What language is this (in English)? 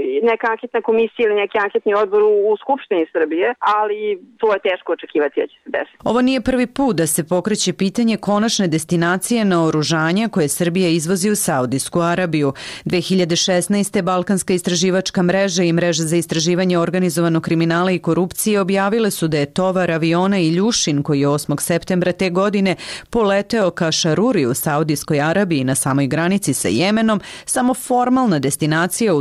Serbian